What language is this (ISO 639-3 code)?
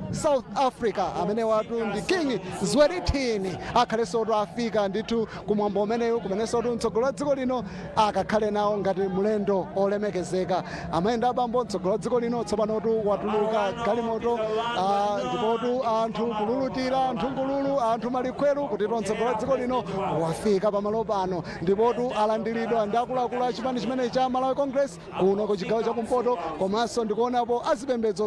nya